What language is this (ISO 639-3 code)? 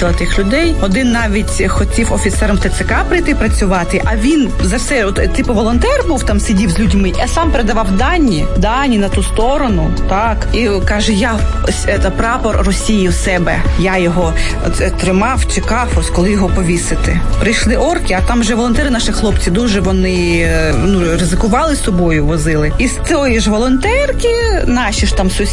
ukr